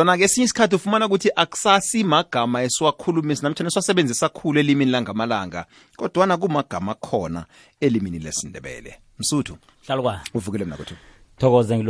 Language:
South Ndebele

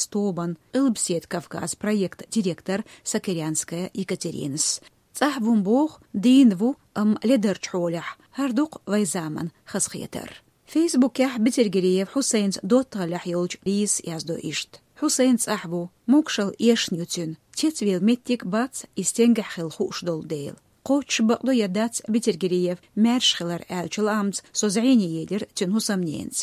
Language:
Chechen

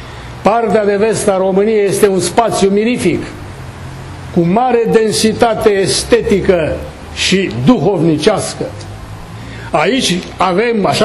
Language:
Romanian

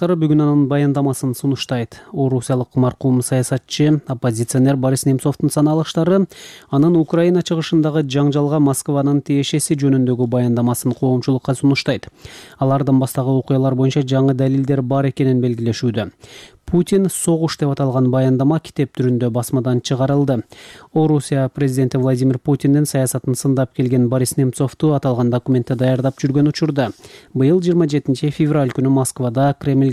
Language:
Kyrgyz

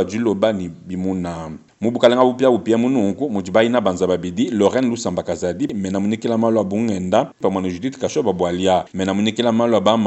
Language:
Luba-Lulua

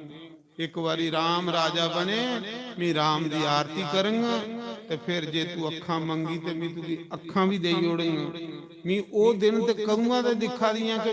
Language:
Dogri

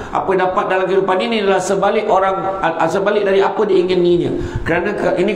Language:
Malay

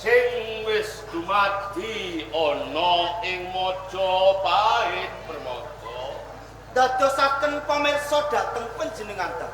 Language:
Javanese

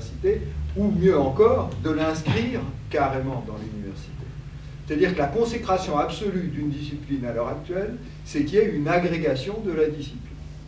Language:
French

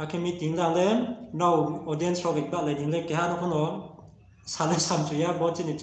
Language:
Riang (India)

